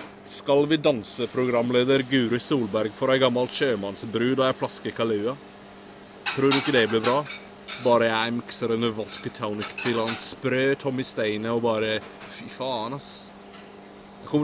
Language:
Norwegian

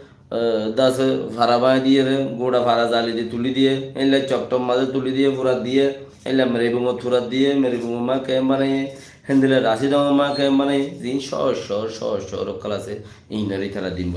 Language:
Rohingya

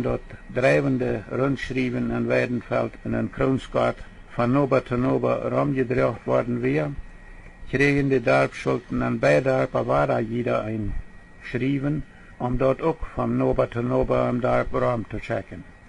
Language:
Plautdietsch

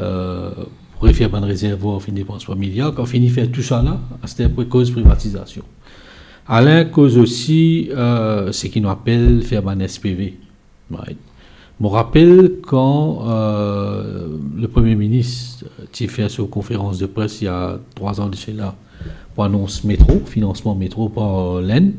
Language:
Morisyen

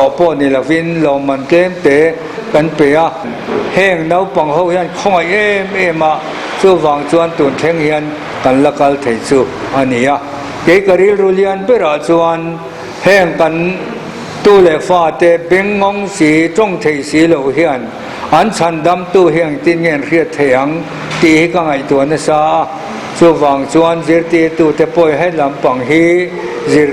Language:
Mizo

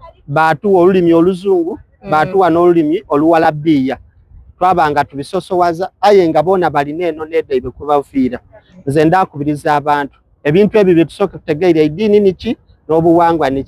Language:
Soga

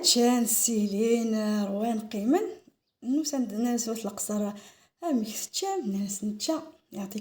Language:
Kabyle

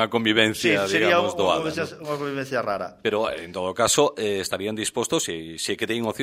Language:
Galician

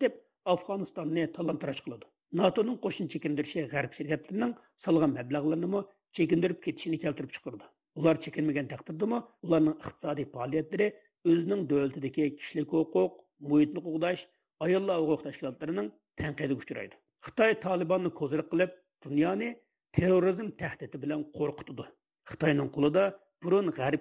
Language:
Uyghur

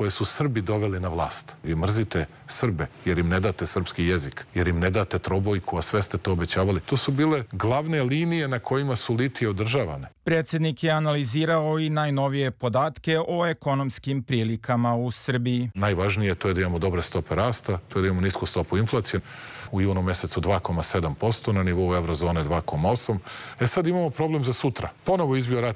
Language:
Serbian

